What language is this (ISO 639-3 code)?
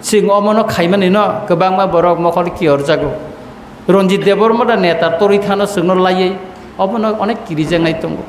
trp